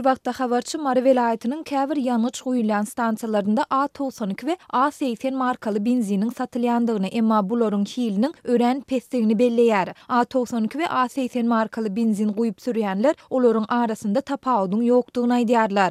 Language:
Turkmen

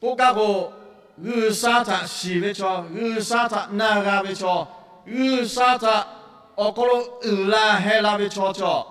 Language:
Lahu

